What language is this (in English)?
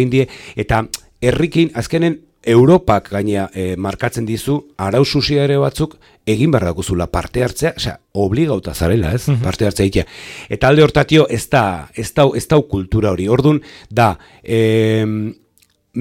Basque